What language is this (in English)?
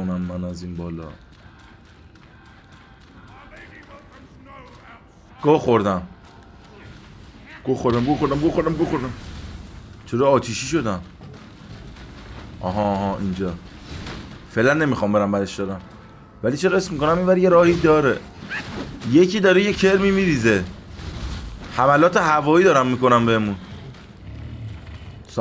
Persian